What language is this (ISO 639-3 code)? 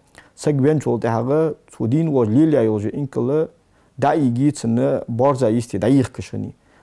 inh